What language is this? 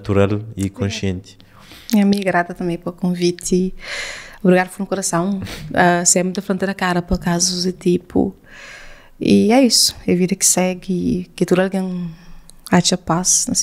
Kabuverdianu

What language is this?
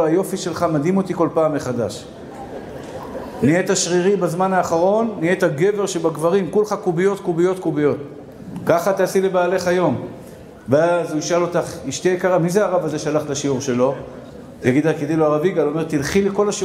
Hebrew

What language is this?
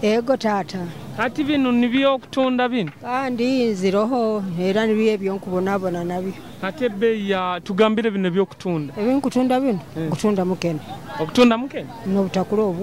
Nyoro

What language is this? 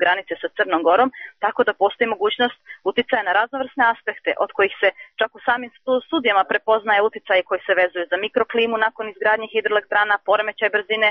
Serbian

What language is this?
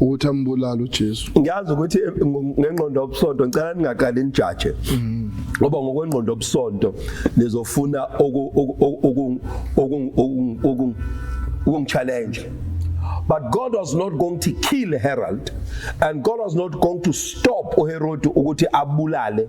Zulu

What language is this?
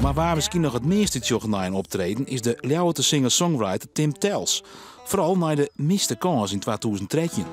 Western Frisian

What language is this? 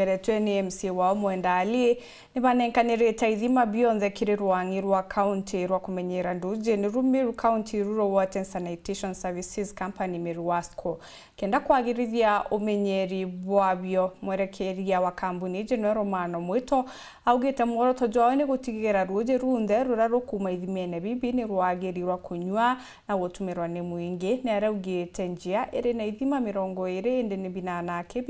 Meru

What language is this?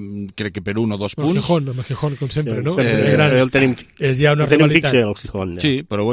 Catalan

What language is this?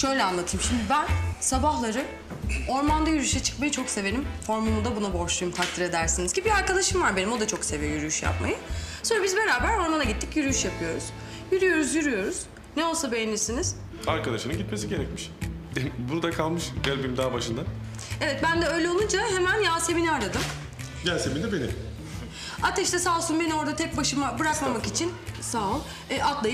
Turkish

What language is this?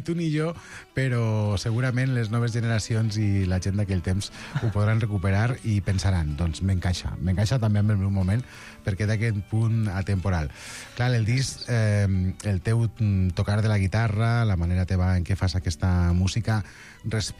Catalan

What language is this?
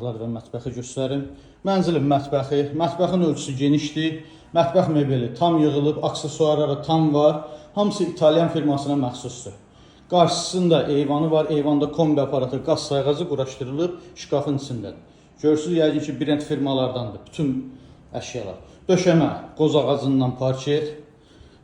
Azerbaijani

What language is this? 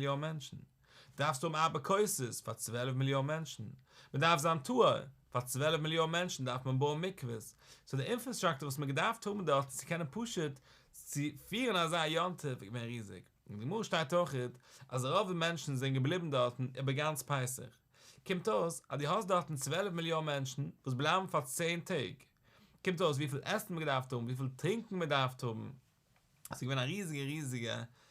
Yiddish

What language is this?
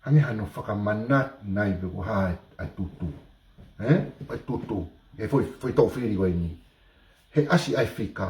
Tongan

